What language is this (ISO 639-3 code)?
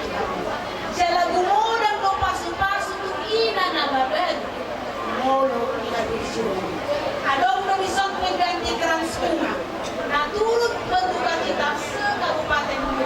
bbc